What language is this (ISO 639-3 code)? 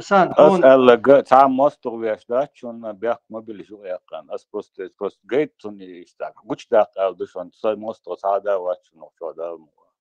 che